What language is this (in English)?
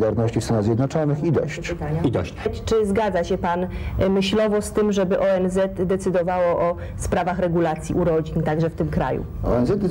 Polish